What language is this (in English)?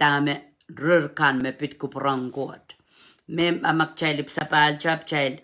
Pohnpeian